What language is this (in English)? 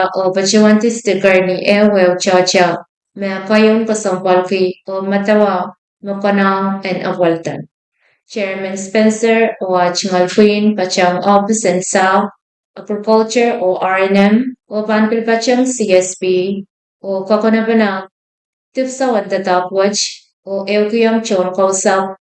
Pohnpeian